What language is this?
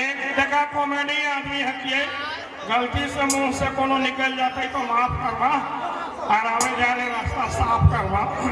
Sadri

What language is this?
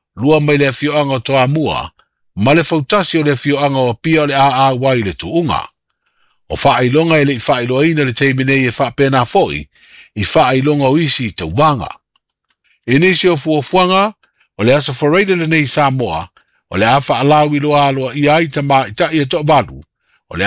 Samoan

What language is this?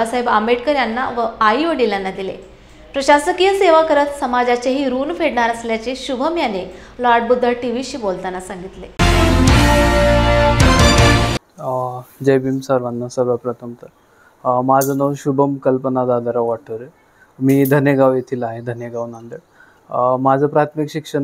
Marathi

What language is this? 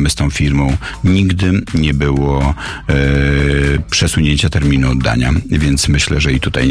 Polish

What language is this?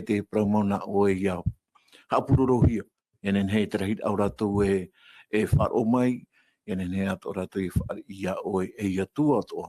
Tahitian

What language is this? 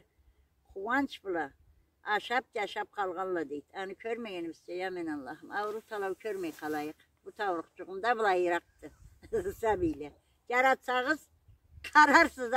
Karachay-Balkar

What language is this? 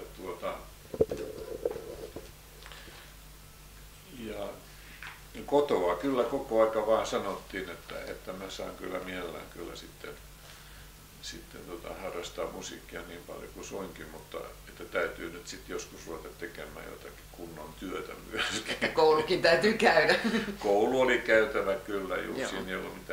Finnish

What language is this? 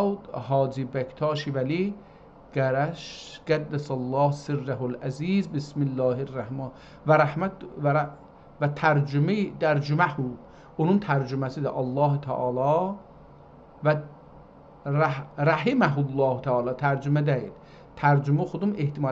South Azerbaijani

